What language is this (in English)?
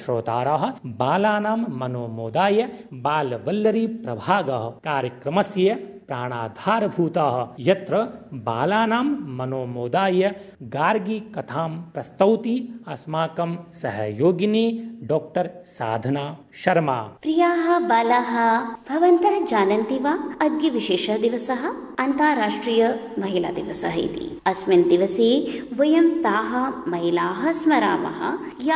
Sanskrit